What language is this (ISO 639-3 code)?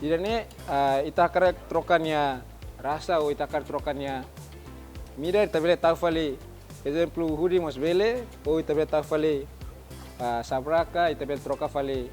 tet